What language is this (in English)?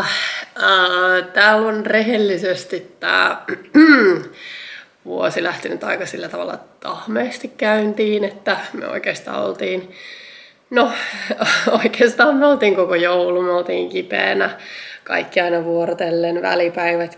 Finnish